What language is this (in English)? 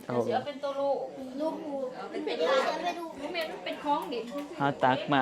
Northeastern Thai